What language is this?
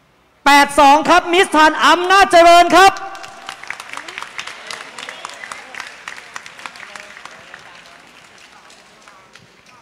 Thai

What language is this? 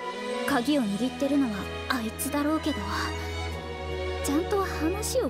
Japanese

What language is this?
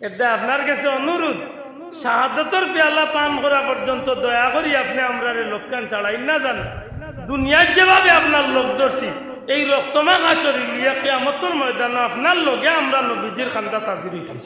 Sylheti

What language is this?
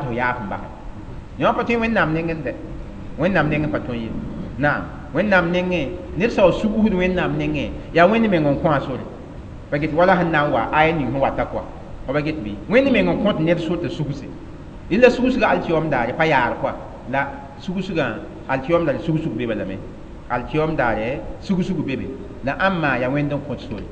Mossi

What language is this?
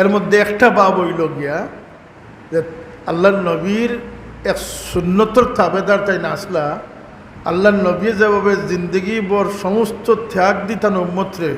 Sylheti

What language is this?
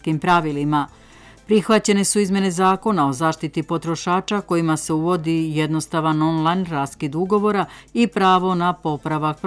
Serbian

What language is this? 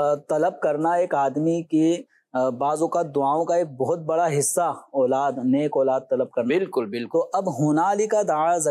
Urdu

